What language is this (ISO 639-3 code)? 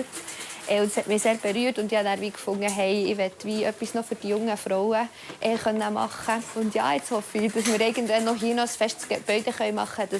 gsw